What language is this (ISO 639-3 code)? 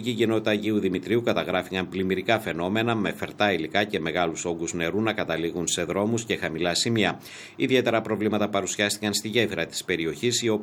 ell